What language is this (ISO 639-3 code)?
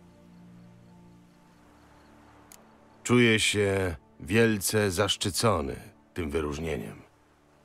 pol